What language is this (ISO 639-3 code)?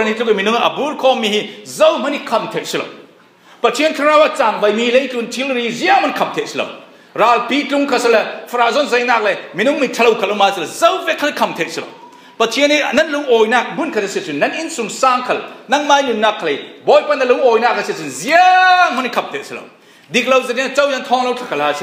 cfm